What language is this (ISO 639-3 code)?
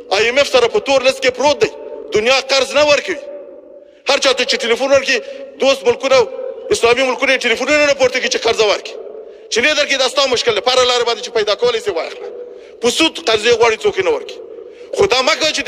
pus